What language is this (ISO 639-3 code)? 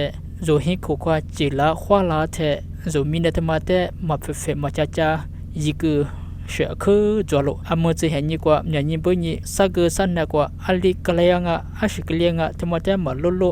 lis